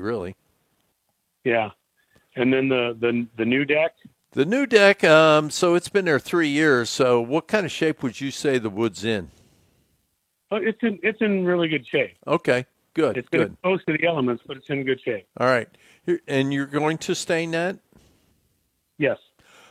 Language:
English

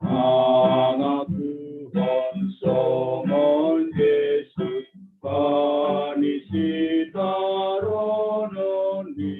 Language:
Batak Simalungun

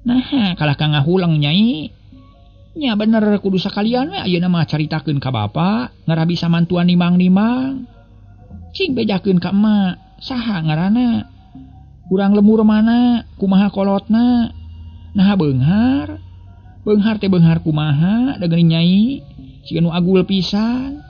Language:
Sundanese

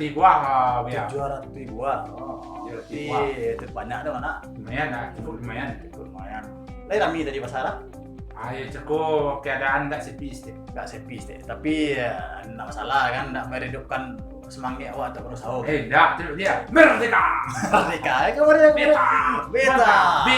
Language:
Minangkabau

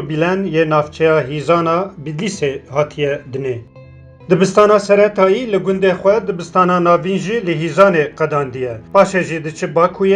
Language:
Kurdish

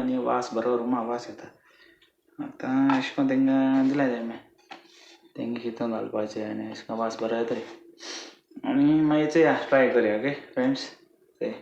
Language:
Konkani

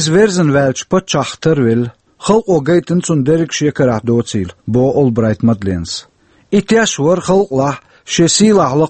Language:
Chechen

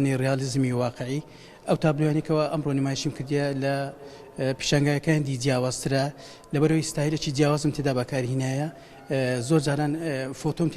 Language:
Central Kurdish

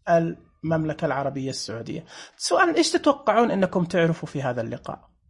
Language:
Najdi Arabic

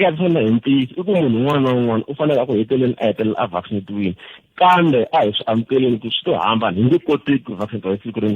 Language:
Tsonga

